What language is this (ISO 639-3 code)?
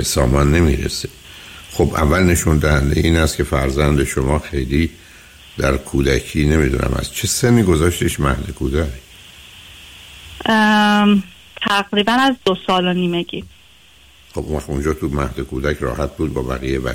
fas